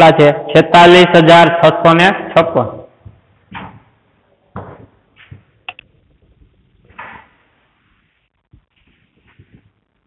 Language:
Gujarati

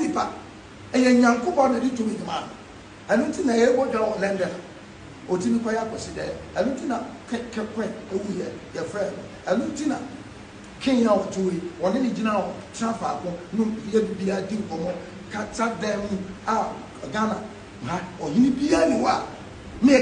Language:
Akan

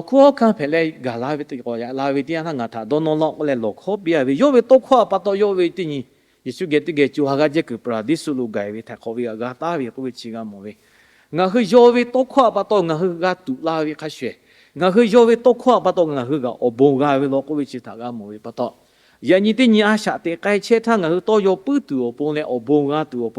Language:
Lahu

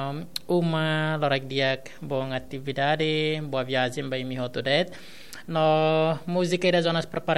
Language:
Tetum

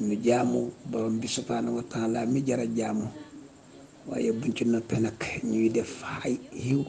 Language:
Wolof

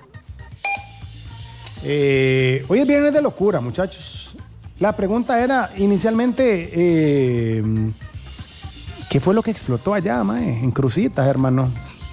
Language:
Spanish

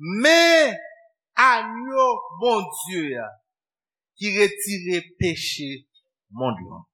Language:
Haitian Creole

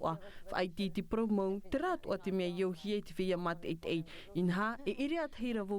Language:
Tahitian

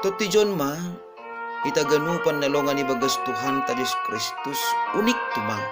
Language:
Batak Simalungun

